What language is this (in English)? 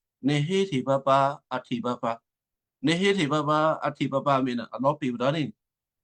Western Kayah